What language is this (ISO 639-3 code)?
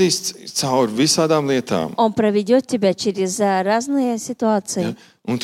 lav